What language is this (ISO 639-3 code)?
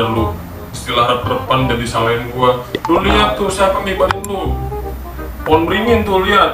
bew